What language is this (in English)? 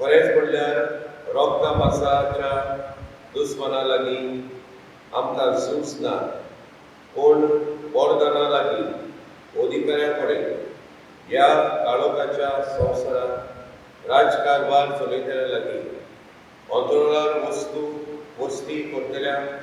Konkani